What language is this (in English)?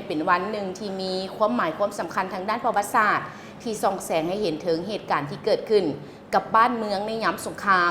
Lao